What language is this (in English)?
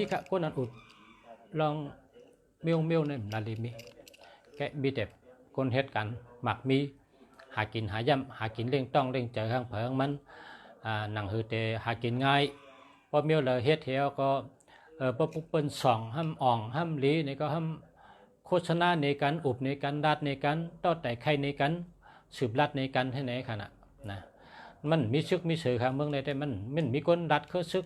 Shan